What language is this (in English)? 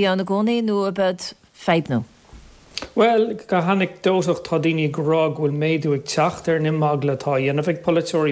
Irish